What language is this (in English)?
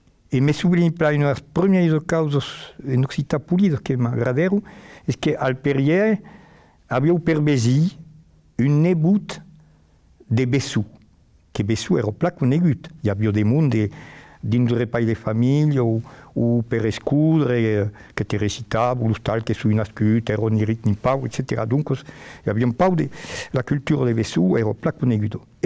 Occitan